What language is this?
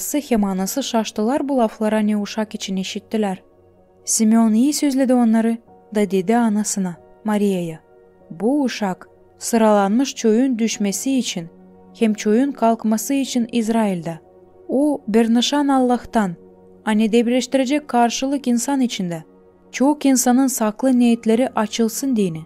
Gagauz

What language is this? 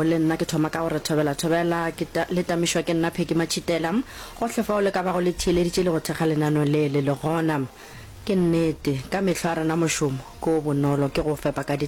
Northern Sotho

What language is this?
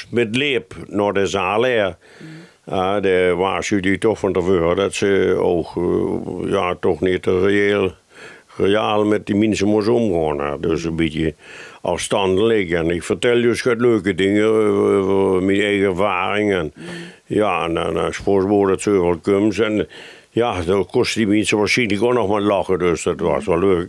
Limburgish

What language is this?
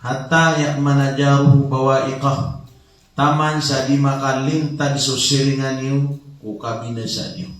Maranao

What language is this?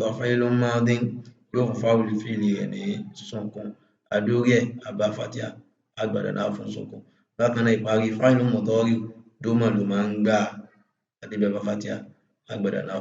Yoruba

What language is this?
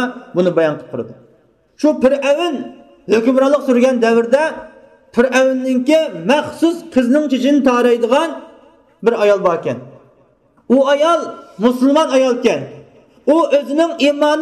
Uyghur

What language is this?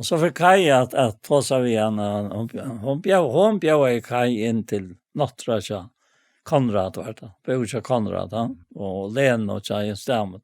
Faroese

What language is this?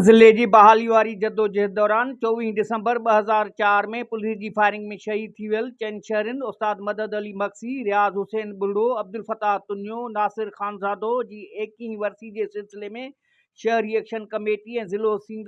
Sindhi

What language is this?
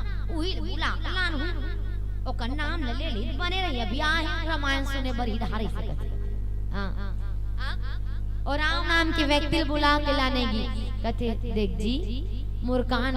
Chhattisgarhi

